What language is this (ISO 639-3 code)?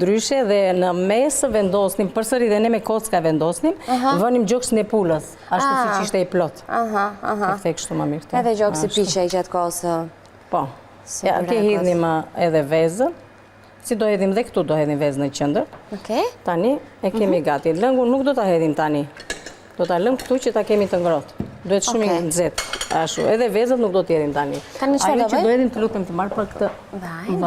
sqi